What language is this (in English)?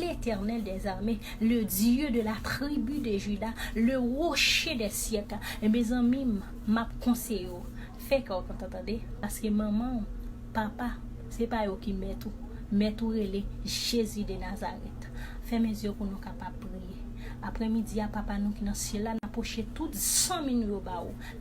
Haitian Creole